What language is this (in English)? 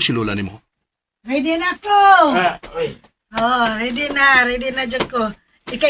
Cebuano